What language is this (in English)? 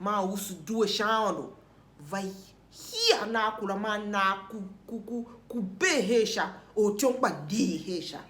Tiv